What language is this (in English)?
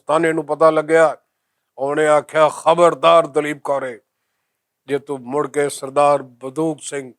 Western Panjabi